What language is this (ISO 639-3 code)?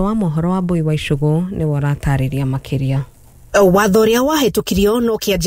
kik